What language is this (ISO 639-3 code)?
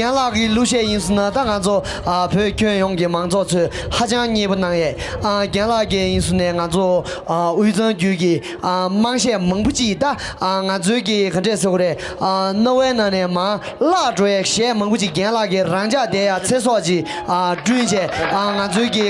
bod